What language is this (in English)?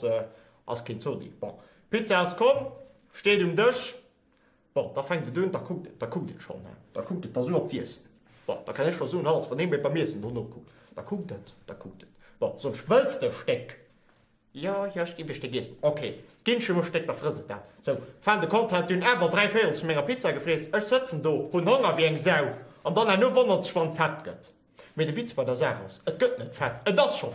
Luxembourgish